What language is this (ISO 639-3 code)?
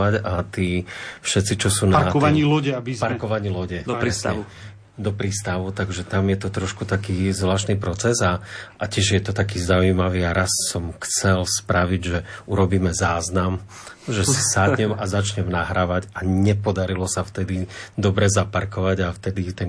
slk